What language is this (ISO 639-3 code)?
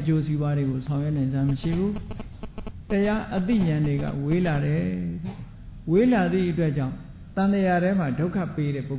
mya